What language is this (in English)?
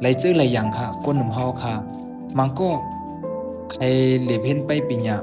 Shan